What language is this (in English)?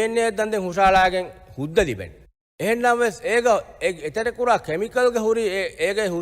Divehi